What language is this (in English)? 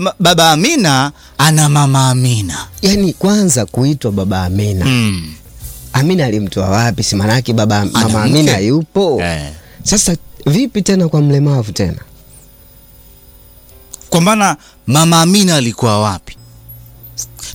Swahili